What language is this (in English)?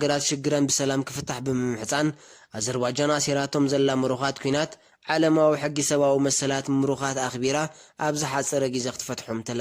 Tigrinya